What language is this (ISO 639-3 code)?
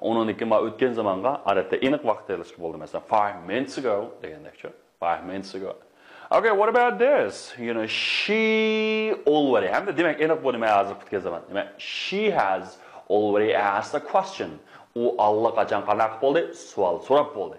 uig